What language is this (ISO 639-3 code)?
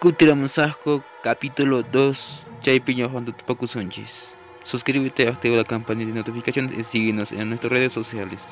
que